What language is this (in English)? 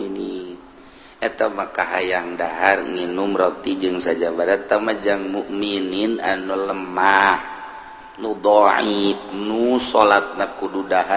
Sundanese